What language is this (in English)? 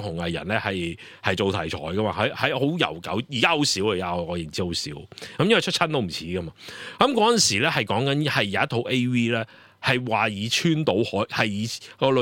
Cantonese